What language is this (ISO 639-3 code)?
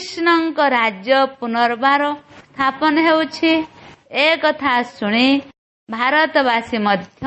ori